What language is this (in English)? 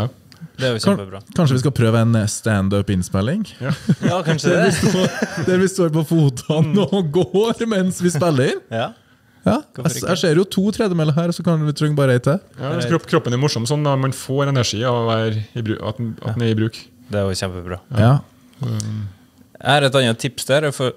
Norwegian